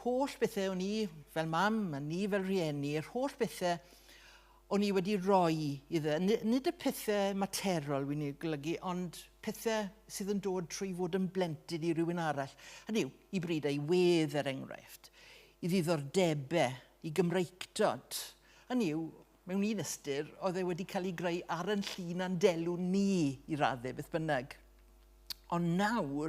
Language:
Welsh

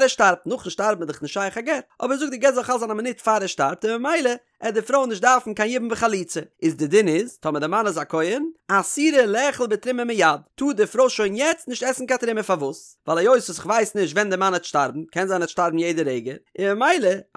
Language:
Yiddish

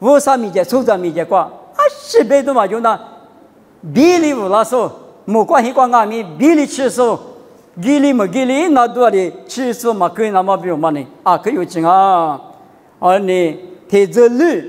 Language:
Lisu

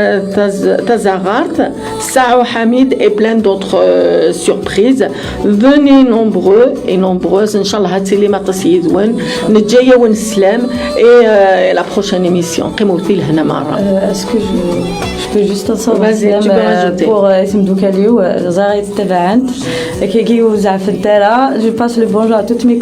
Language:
Kabyle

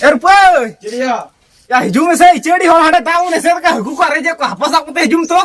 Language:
Santali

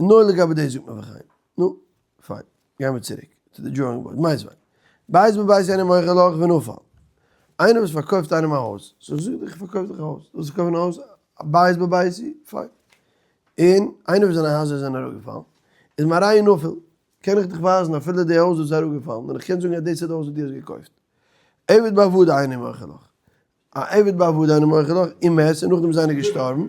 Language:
Yiddish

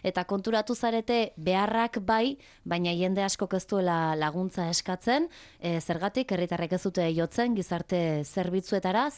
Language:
Basque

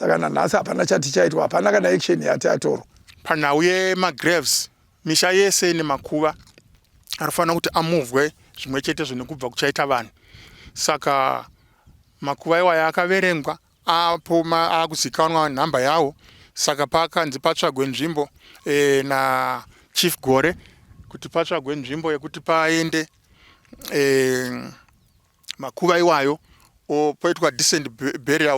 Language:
Shona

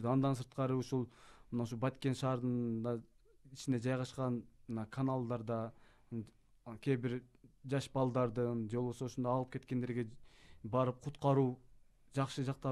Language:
Kyrgyz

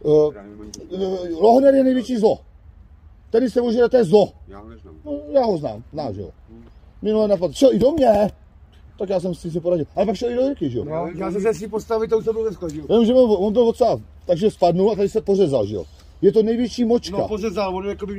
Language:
Czech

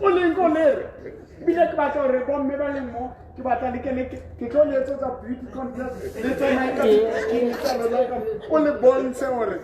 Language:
Southern Sotho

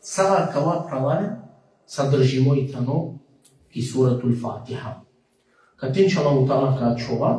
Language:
Balkan Romani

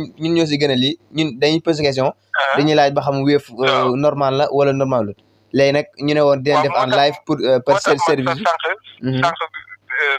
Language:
Wolof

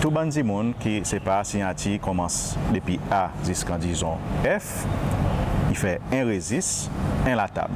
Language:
Seselwa Creole French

